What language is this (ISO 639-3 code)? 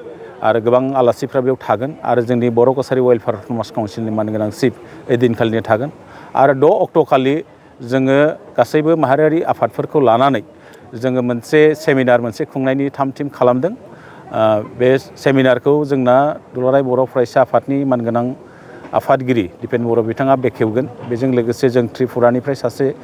brx